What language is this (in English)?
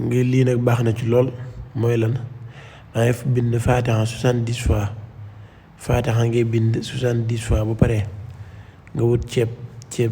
Wolof